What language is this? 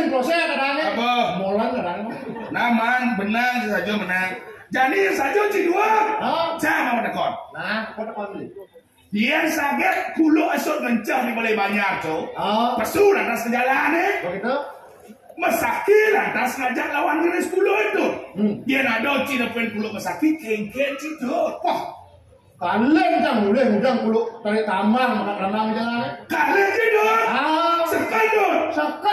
Balinese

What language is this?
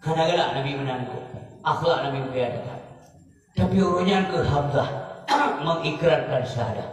Achinese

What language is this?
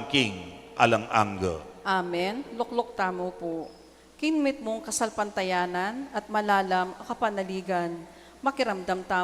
Pampanga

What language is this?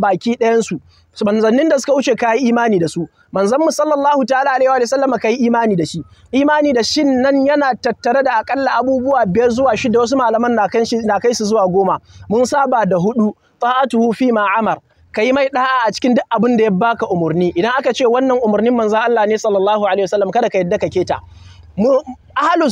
Hausa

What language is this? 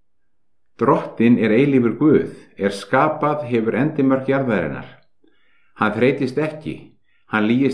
Icelandic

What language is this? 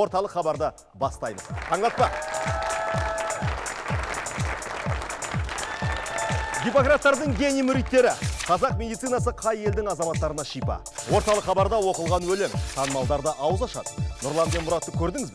Kazakh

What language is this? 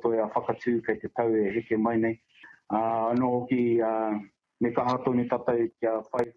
Māori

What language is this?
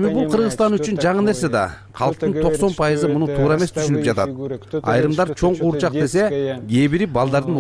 Kyrgyz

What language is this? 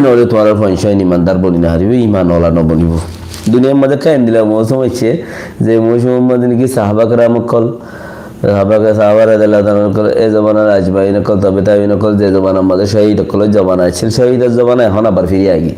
Rohingya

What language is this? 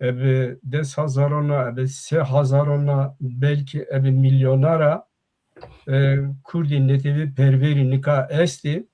Zaza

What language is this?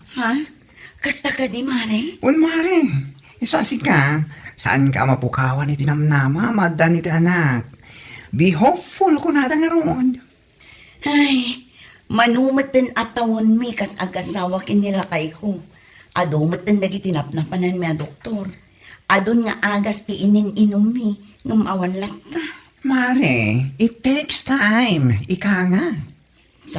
Iloko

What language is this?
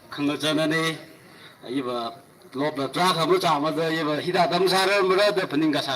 Tangkhul Naga (India)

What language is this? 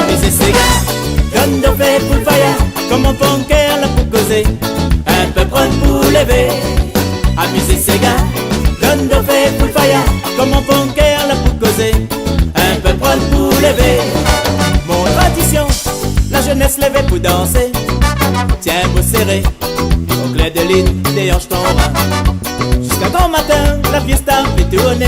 Réunion Creole French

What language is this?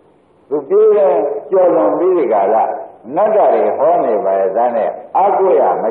Burmese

